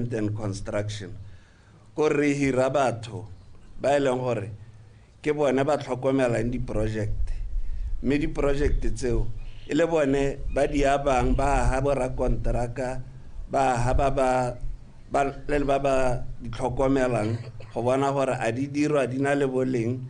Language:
Tswana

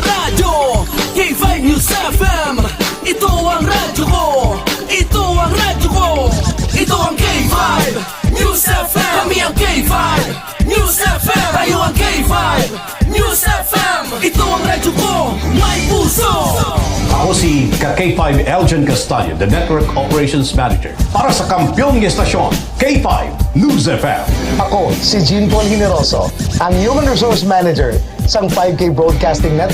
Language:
Hiligaynon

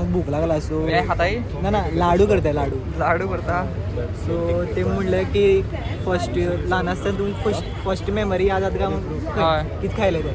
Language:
Konkani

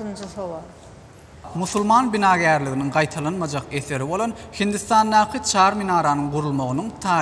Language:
Turkmen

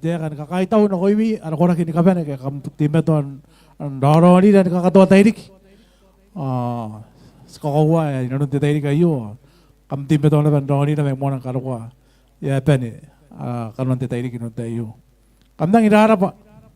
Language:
Gilbertese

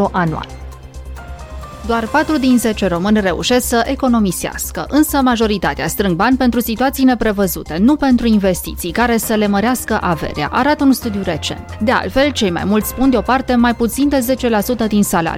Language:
Romanian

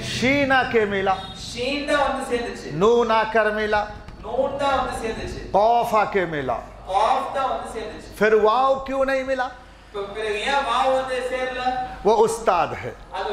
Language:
Tamil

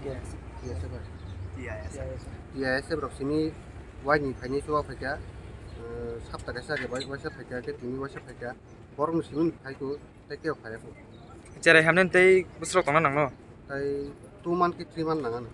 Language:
Kok Borok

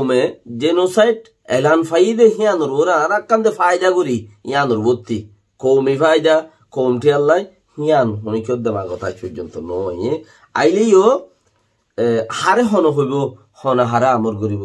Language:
Rohingya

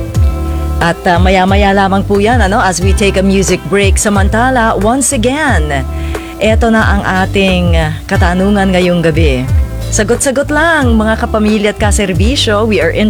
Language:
Filipino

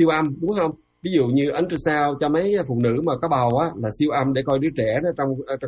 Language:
Vietnamese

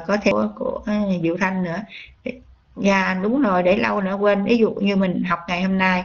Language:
Vietnamese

